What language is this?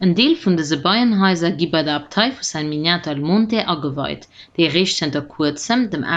Luxembourgish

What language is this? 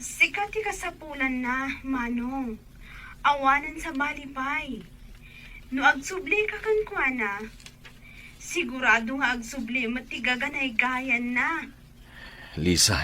Iloko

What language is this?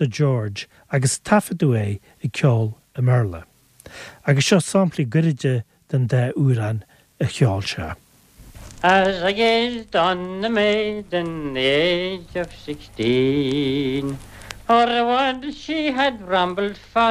Irish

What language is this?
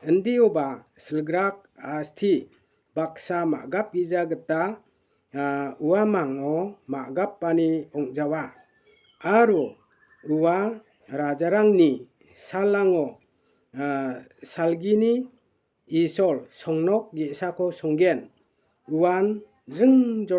Garo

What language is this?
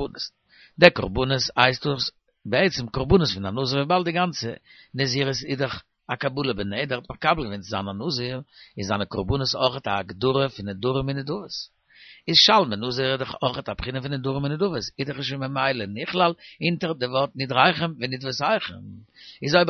Yiddish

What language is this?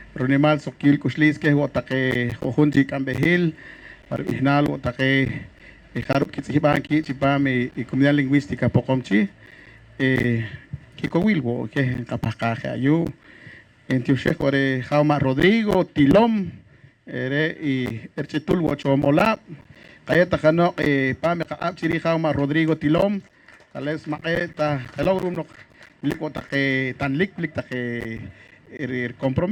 Poqomchi'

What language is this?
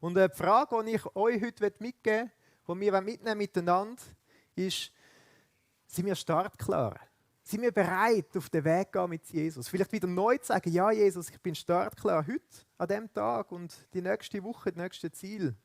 Swiss German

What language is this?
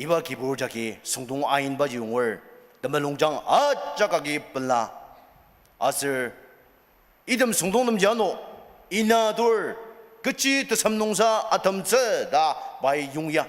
Ao Naga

